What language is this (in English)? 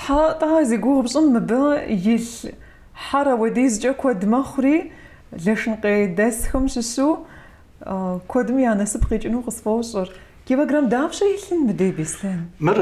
Kabardian